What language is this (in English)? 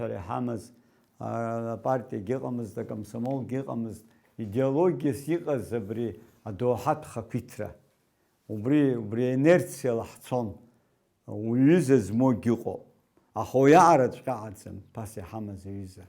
Abkhazian